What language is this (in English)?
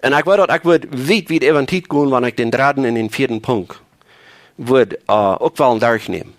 Plautdietsch